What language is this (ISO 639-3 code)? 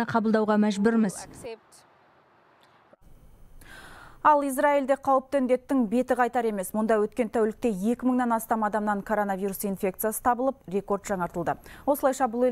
kaz